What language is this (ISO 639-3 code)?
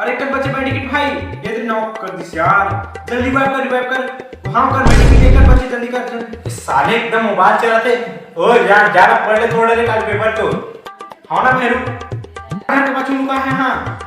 hne